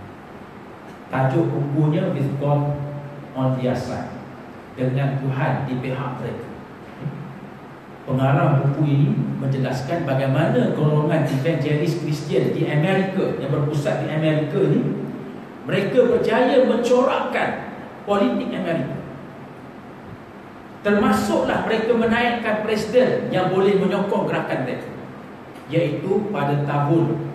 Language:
Malay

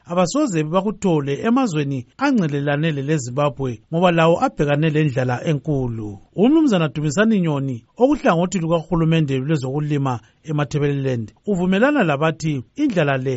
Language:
North Ndebele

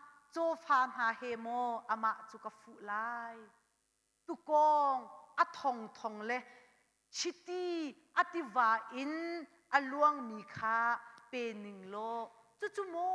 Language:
Hakha Chin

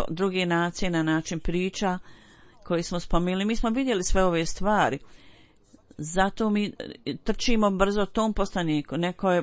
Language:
Bosnian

